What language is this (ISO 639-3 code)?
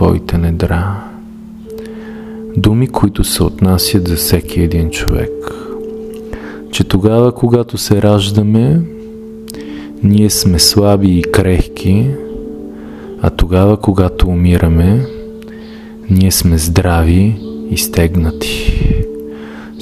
bul